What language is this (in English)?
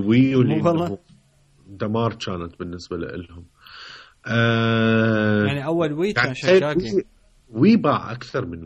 Mesopotamian Arabic